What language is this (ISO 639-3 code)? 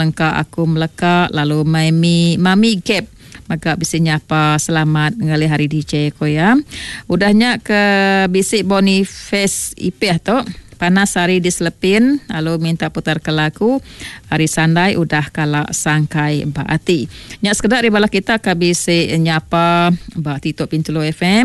iba